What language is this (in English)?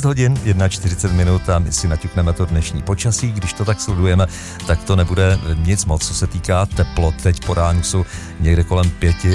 Czech